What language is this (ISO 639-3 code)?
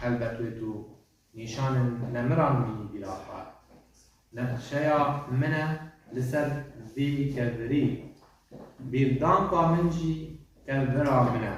kur